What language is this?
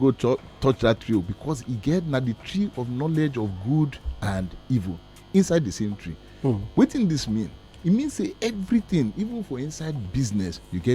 Nigerian Pidgin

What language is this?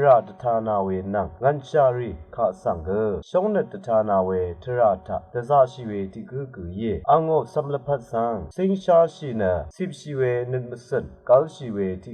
Rawang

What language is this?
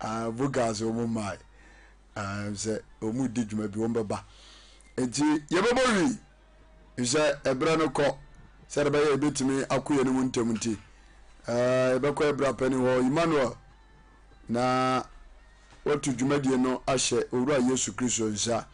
Akan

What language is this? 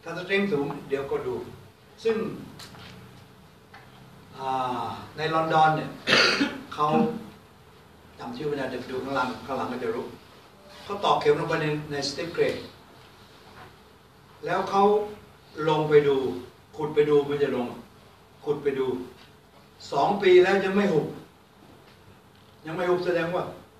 Thai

